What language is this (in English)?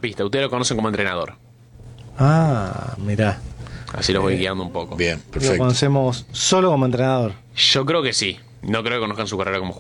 Spanish